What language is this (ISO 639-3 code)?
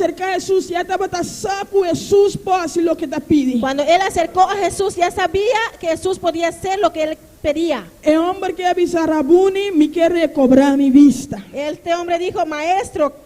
pap